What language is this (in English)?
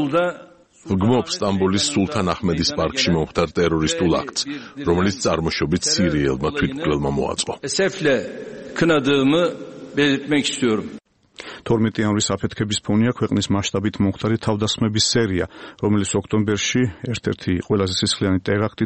Georgian